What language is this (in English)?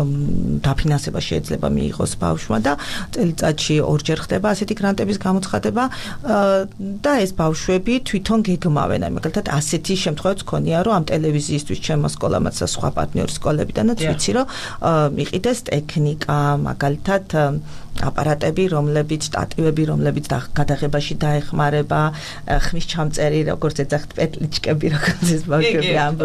Georgian